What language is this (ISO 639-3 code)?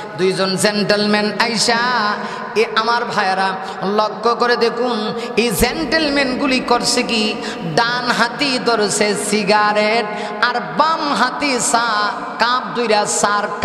ben